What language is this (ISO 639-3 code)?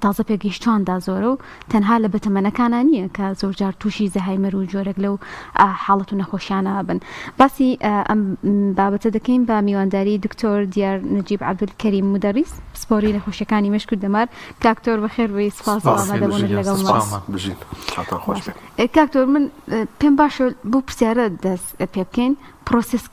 ckb